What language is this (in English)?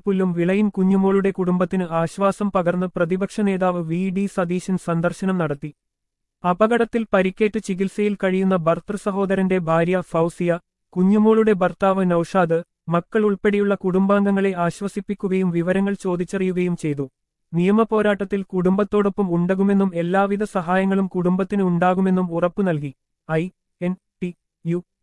Malayalam